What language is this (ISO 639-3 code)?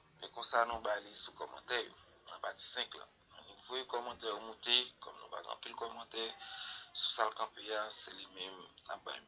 hat